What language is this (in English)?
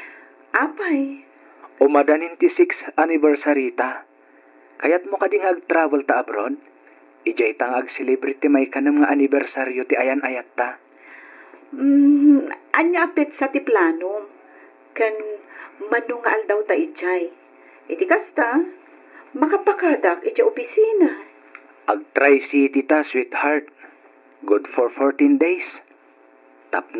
Iloko